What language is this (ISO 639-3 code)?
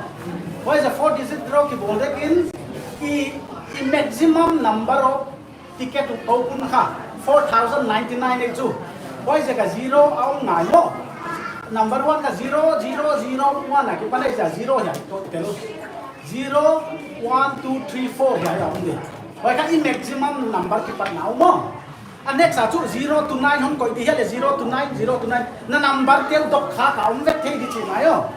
pck